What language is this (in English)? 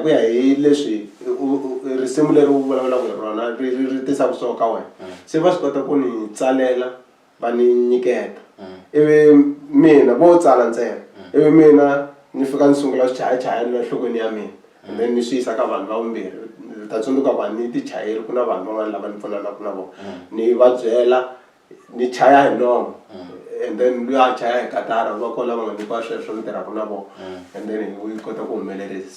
Tsonga